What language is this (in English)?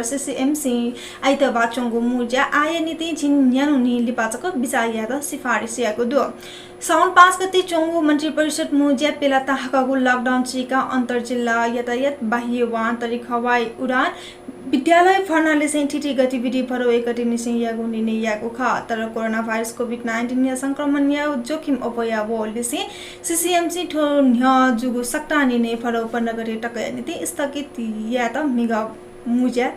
Newari